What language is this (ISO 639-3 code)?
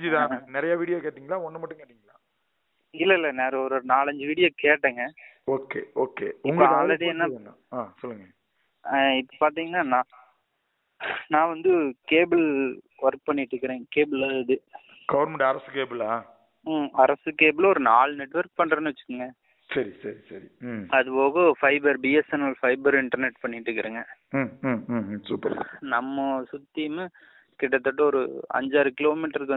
tam